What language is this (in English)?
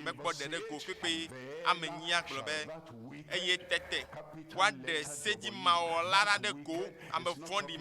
Ewe